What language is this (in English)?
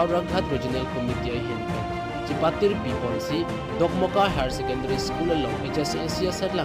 Karbi